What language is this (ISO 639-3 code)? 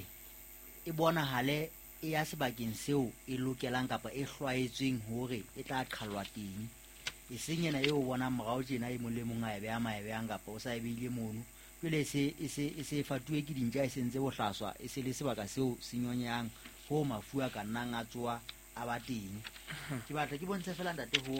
sot